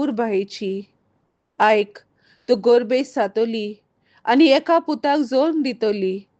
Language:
Konkani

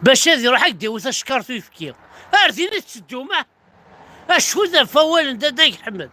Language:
Kabyle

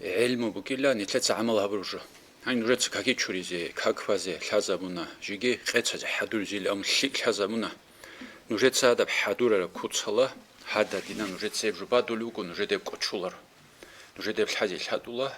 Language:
Avaric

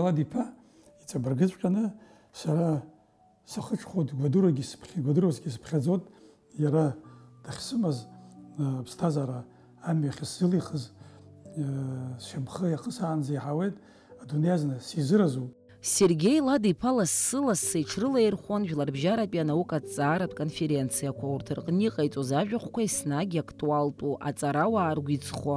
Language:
Abkhazian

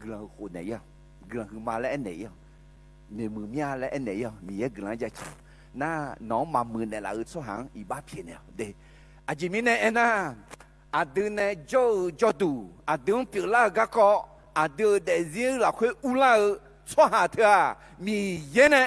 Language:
Akha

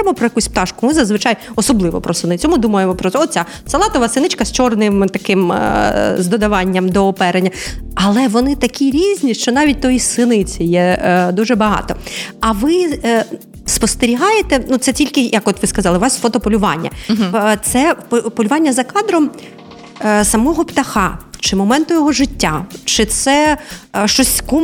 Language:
Ukrainian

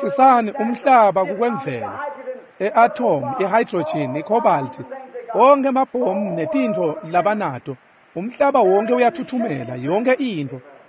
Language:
Swati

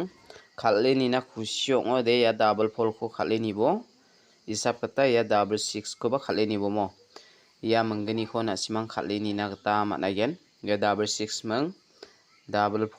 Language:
Garo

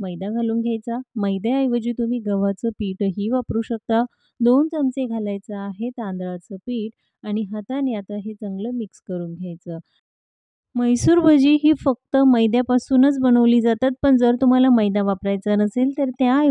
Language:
Marathi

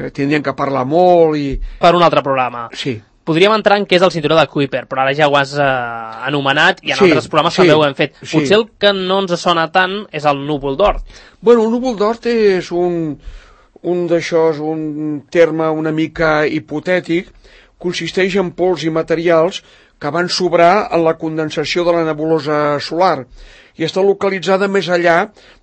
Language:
Catalan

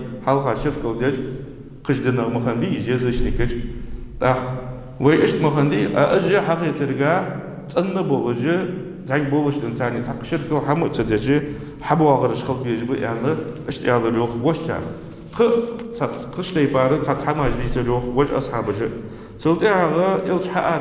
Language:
Ingush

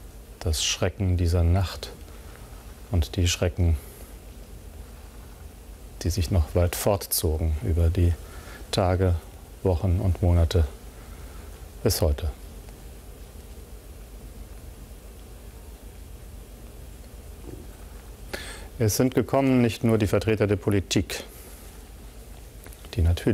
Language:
German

